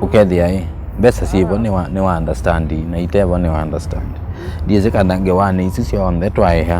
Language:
Kamba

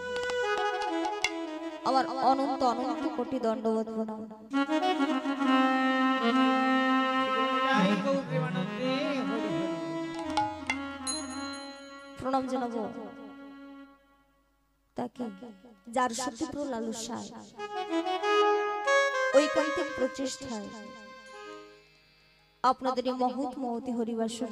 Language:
Bangla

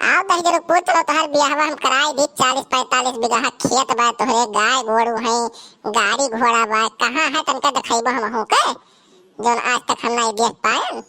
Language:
Awadhi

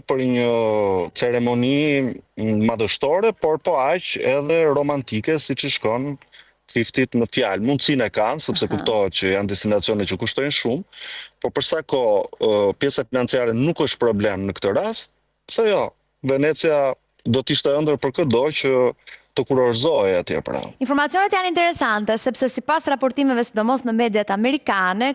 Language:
Albanian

